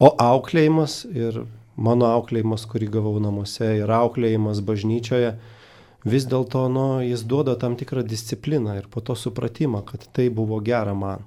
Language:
Lithuanian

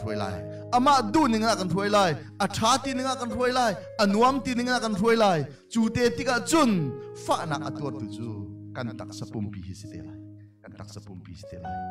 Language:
Hakha Chin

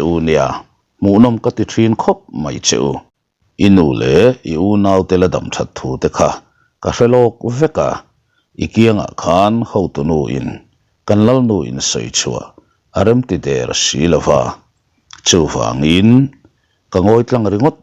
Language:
Mizo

